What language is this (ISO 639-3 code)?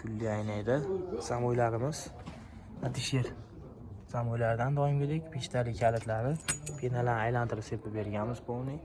uzb